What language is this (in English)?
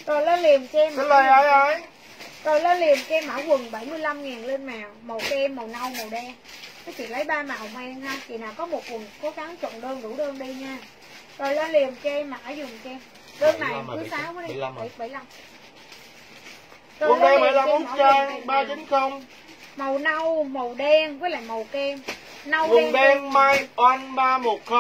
Vietnamese